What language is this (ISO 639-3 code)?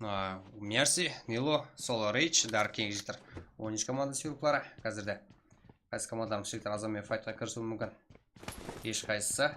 kaa